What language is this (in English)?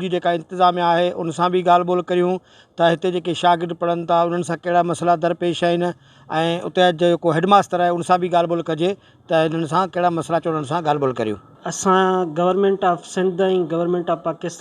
Sindhi